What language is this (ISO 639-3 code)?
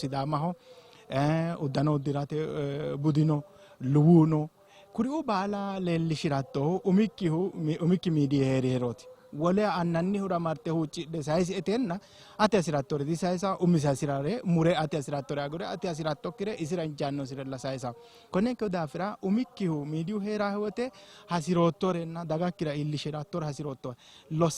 sid